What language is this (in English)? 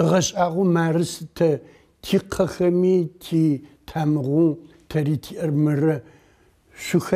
Adyghe